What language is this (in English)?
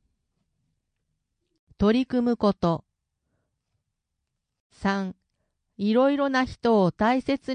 Japanese